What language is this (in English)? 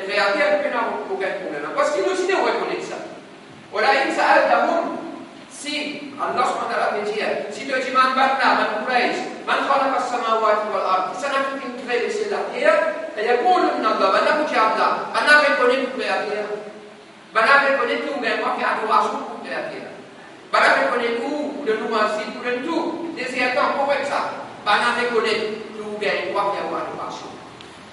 Morisyen